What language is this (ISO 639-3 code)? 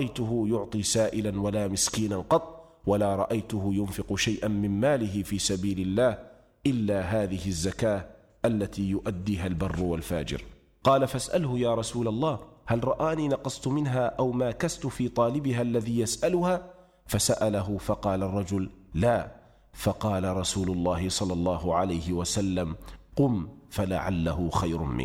ara